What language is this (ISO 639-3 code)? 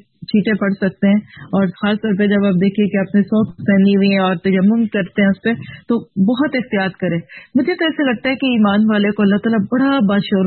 urd